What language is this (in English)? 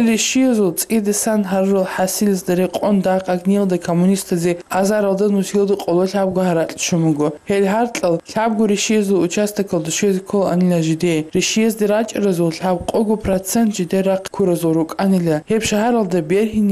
Avaric